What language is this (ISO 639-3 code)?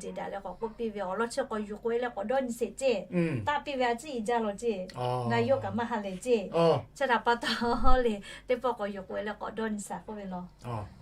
lhu